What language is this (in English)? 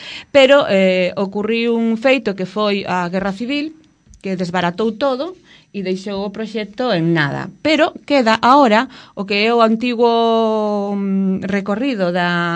Galician